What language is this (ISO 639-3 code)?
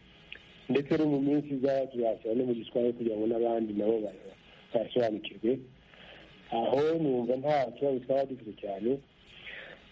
kin